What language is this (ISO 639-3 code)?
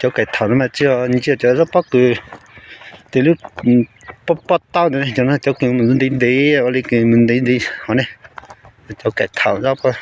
hmn